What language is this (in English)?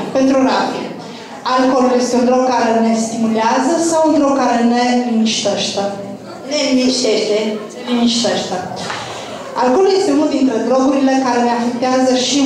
Romanian